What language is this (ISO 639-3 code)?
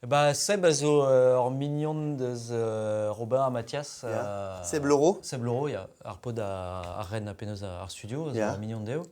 bre